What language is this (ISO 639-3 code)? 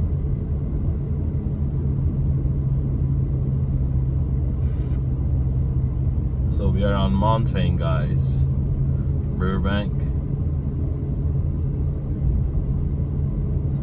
eng